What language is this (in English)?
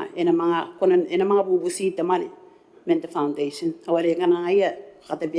Gilbertese